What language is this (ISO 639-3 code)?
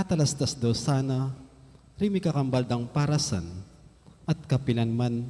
pam